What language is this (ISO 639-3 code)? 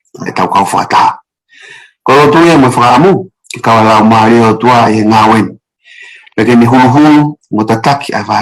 ton